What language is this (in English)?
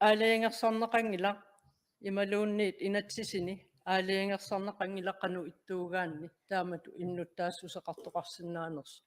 Kalaallisut